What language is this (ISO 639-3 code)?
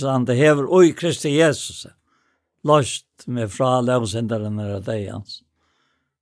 fao